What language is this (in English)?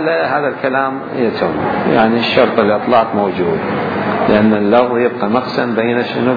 Mesopotamian Arabic